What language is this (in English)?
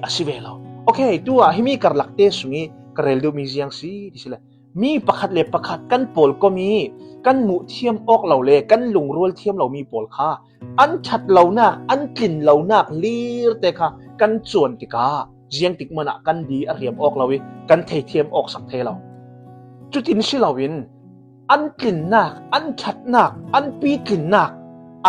Hakha Chin